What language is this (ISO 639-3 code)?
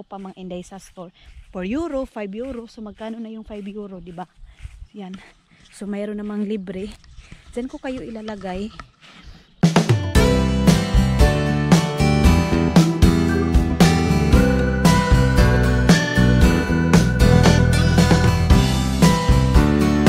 fil